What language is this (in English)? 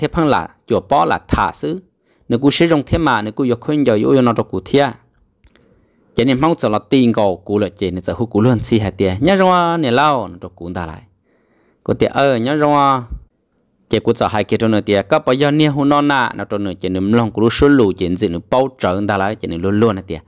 Vietnamese